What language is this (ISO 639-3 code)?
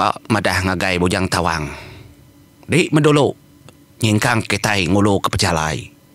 iba